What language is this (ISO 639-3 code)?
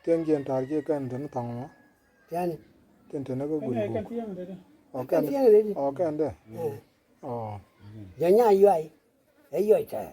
nus